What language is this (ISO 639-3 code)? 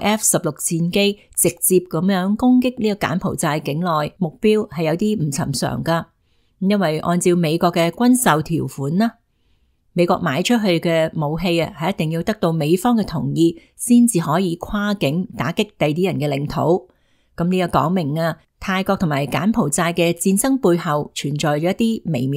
yue